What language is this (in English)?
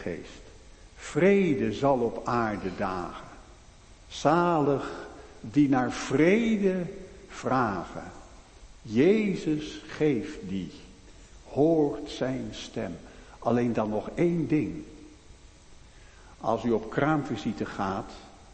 Dutch